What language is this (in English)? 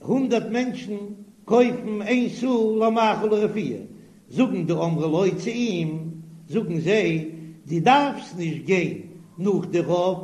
Yiddish